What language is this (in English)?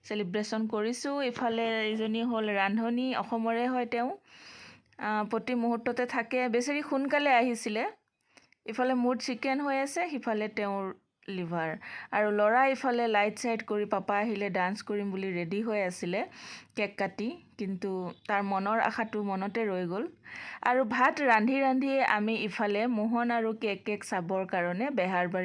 Assamese